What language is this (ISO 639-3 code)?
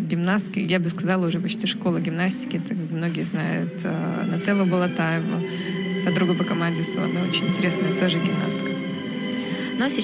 rus